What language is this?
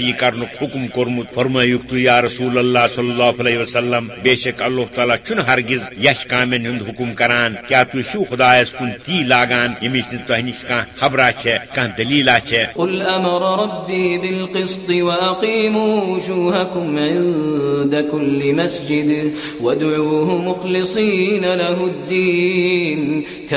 Kashmiri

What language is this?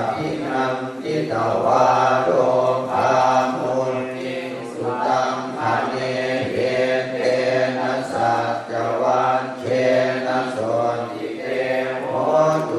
Pali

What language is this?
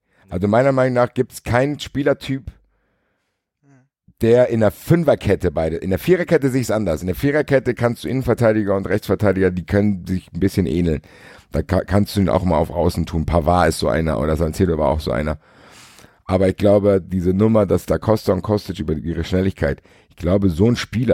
German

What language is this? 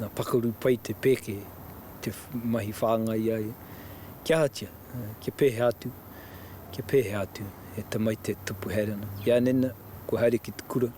Māori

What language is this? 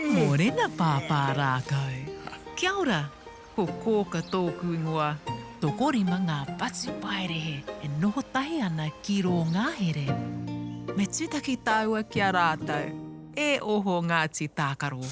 Māori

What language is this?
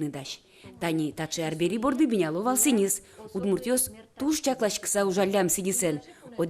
Udmurt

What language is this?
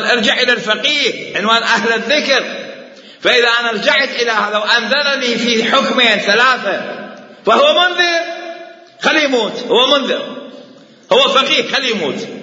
Mesopotamian Arabic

